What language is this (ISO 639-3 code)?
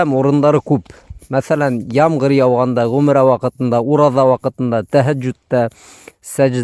bak